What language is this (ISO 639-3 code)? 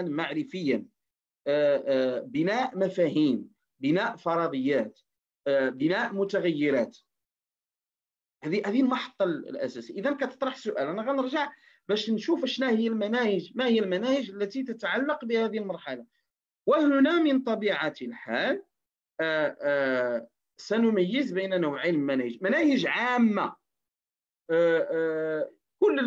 ary